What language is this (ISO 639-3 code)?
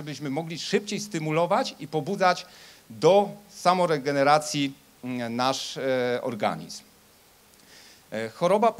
pol